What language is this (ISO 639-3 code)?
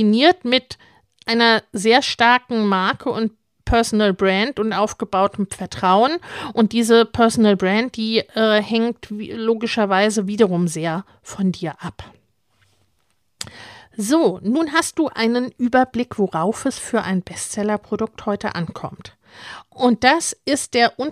deu